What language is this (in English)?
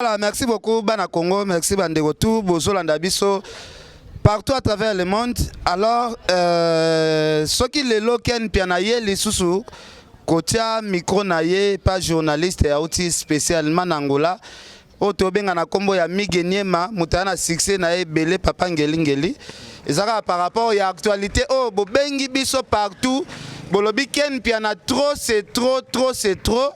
Lingala